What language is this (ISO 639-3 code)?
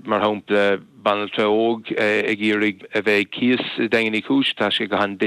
gle